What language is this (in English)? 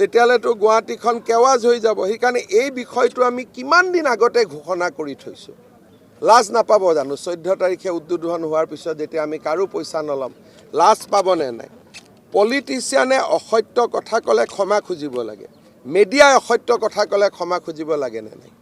Assamese